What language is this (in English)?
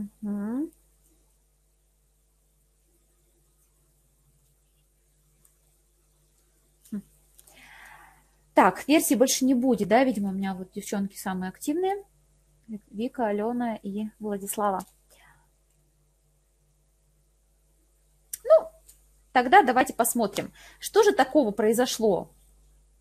Russian